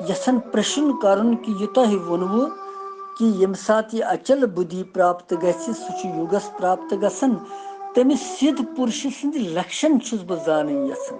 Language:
Kashmiri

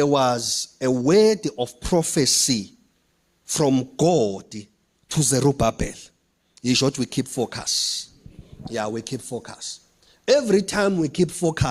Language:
Zulu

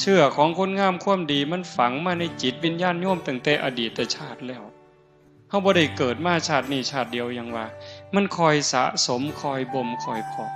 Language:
Northeastern Thai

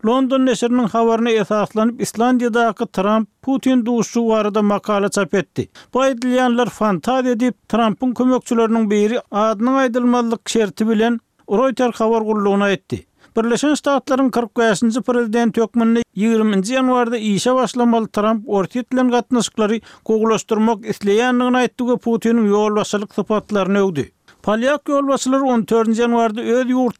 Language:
Turkmen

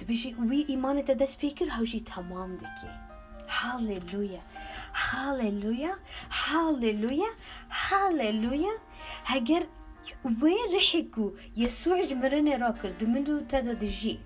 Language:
Kurdish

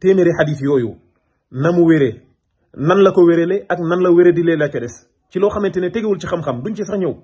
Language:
Wolof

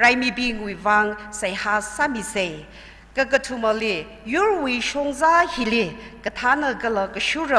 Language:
Tangkhul Naga (India)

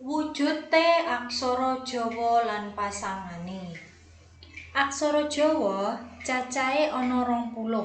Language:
Javanese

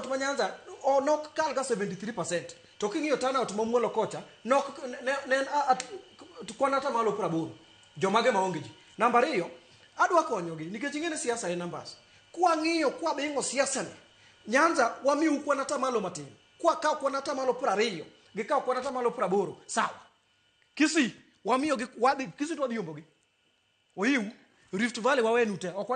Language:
Luo (Kenya and Tanzania)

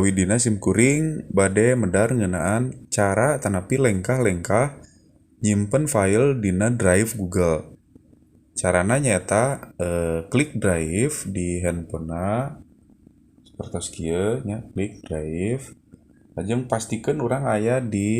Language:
Sundanese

